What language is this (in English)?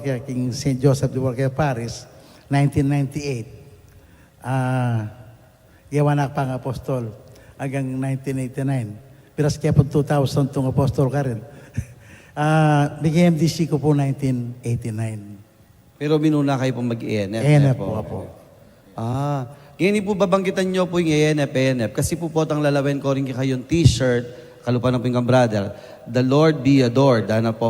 Pampanga